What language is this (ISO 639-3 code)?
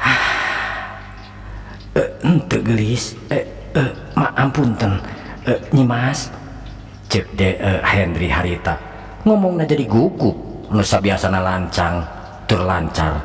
sun